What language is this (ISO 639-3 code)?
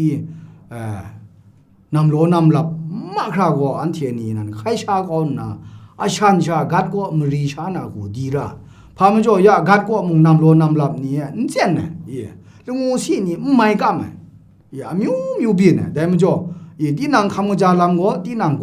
kac